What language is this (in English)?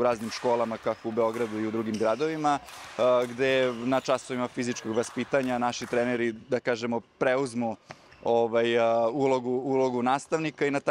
Serbian